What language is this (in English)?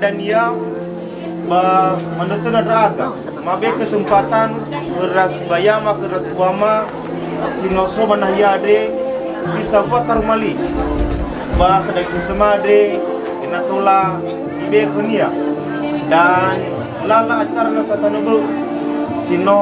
Nias